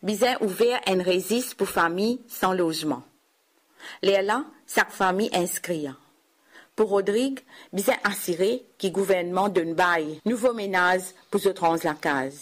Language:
Morisyen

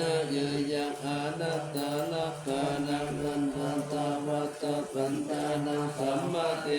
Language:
Pali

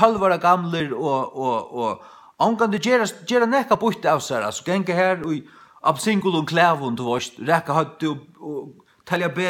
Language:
Faroese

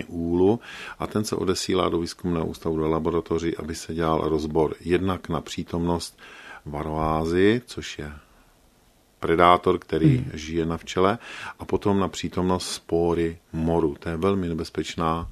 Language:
Czech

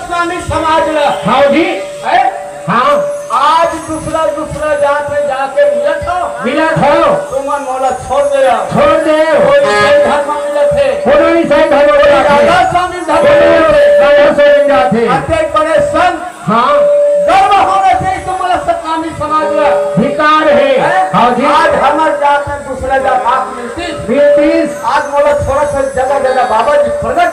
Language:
Chhattisgarhi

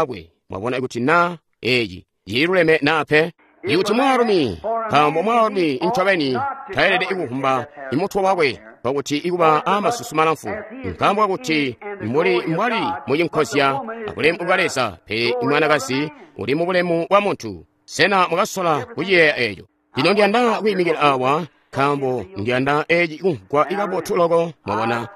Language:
Tonga (Zambia)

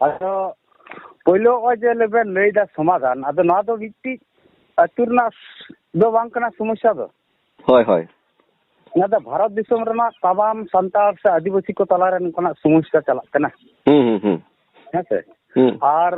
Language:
Santali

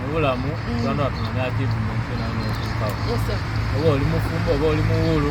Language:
Soga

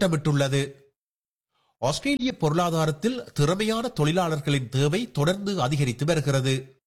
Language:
Tamil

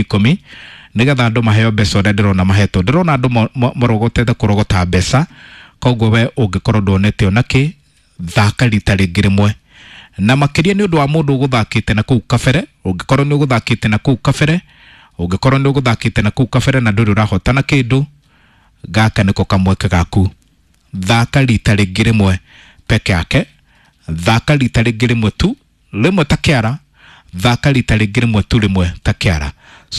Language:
Kikuyu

